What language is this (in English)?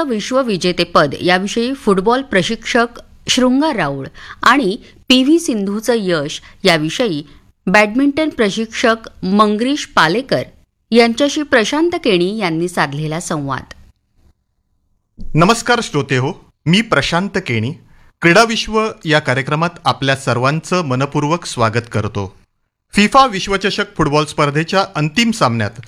Marathi